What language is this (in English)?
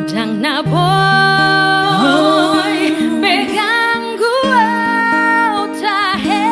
Batak Toba